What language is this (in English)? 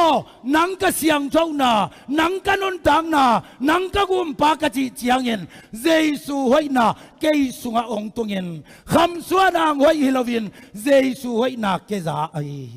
Tedim Chin